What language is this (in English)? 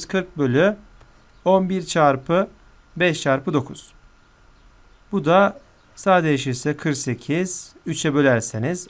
Turkish